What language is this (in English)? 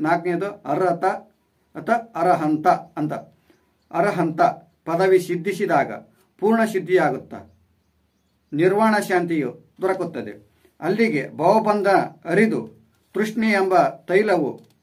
Kannada